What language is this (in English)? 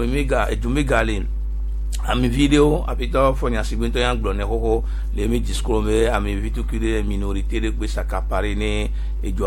Gen